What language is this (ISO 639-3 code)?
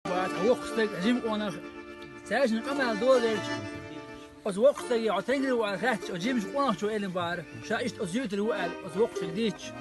che